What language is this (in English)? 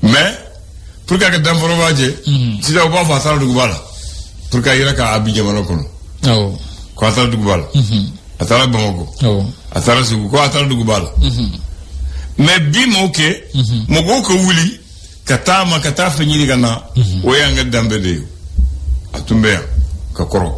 Bambara